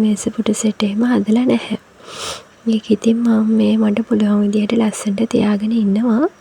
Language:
Sinhala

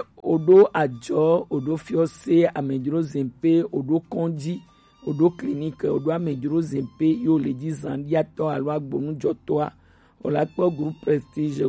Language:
Gen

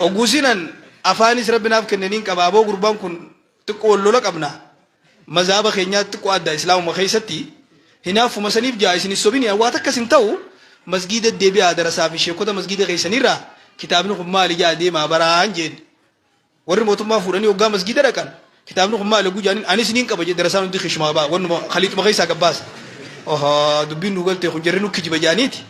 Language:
Oromo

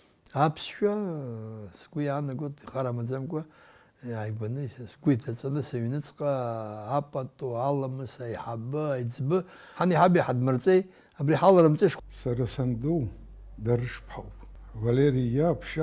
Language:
Abkhazian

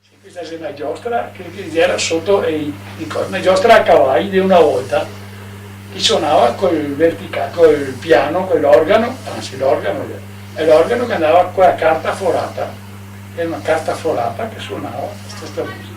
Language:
Venetian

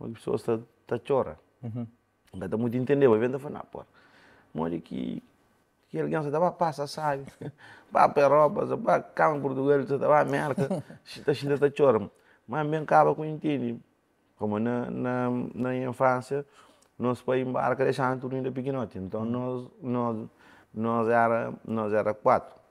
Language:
Kabuverdianu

